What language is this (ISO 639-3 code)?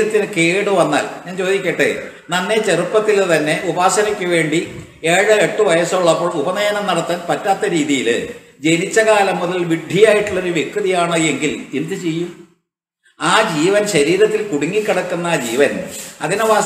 mal